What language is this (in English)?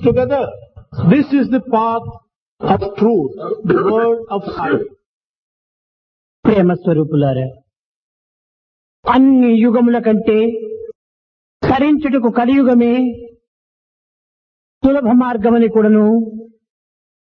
Telugu